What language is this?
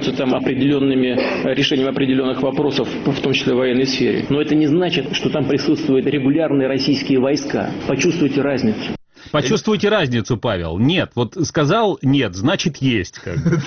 Russian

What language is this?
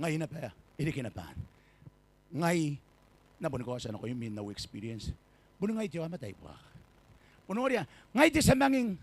Gilbertese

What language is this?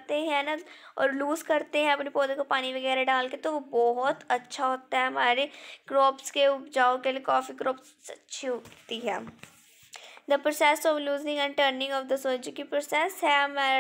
Hindi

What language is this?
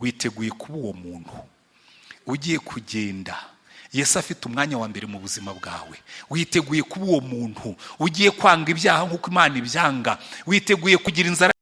Kinyarwanda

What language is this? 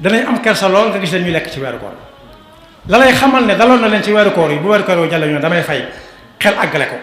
Wolof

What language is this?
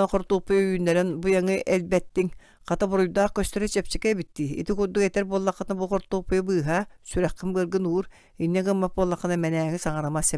Yakut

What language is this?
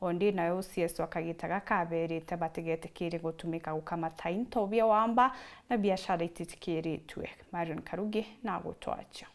Meru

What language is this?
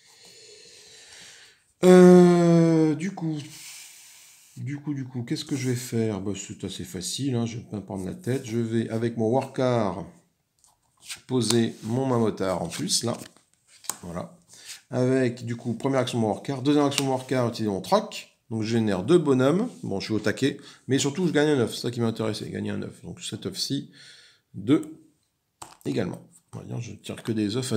French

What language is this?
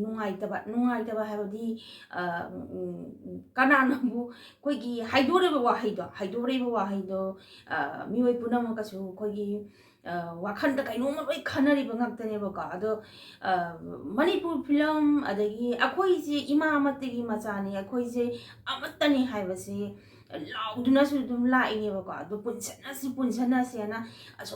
Manipuri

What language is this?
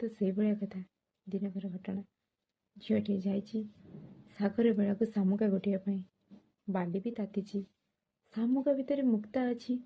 Odia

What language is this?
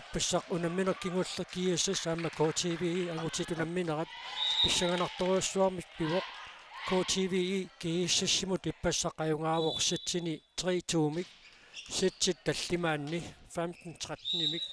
Kalaallisut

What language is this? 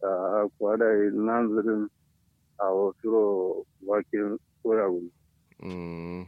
Kanuri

